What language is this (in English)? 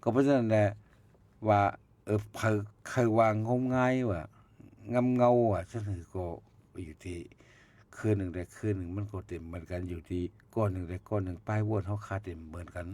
Shan